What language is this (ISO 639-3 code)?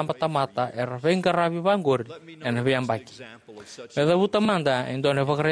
fij